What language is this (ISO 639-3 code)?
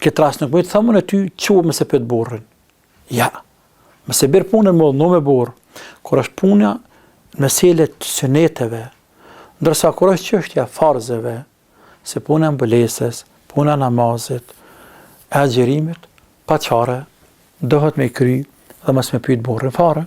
sqi